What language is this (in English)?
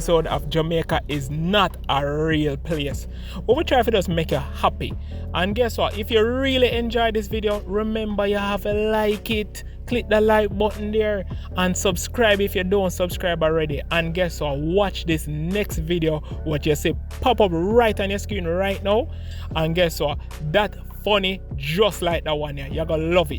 Jamaican Creole English